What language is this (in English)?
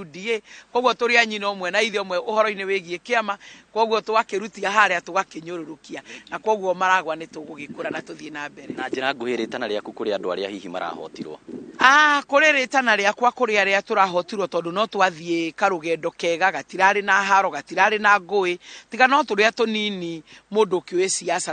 Kikuyu